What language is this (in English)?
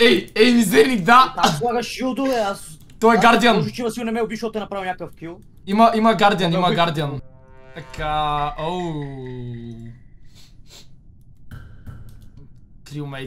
Bulgarian